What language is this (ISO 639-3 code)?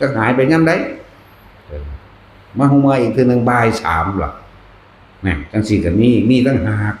tts